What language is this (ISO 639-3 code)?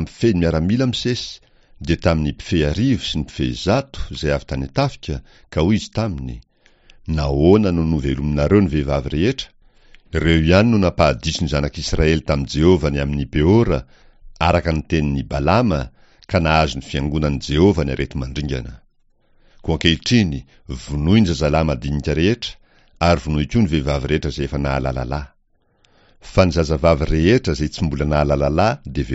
mlg